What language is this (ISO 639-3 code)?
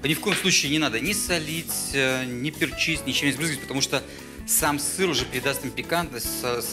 rus